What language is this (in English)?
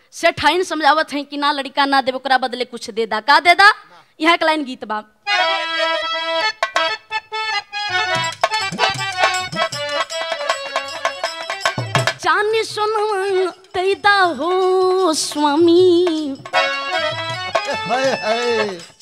Bhojpuri